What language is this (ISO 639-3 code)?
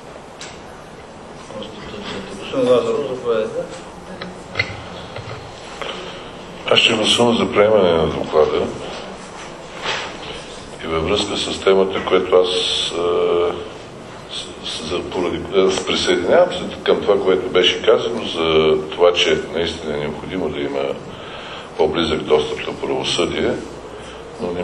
bul